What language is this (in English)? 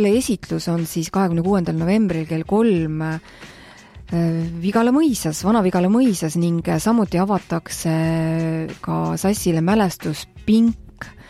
Estonian